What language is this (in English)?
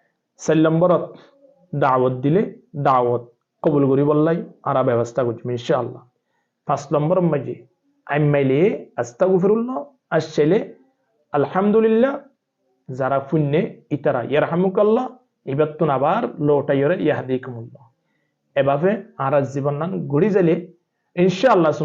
Rohingya